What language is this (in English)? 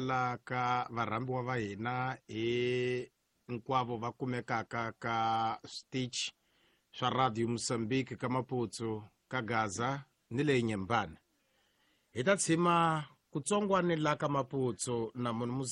Tsonga